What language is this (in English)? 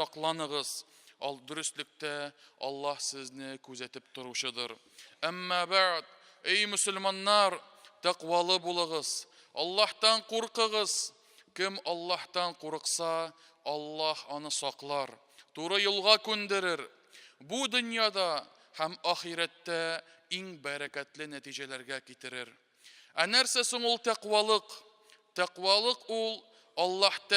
Tatar